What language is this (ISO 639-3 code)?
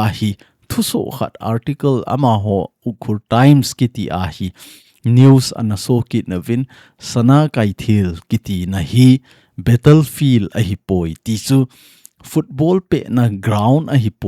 tcz